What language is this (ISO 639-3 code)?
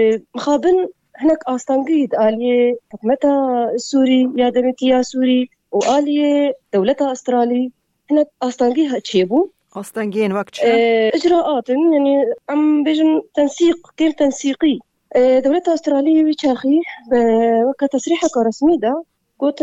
kur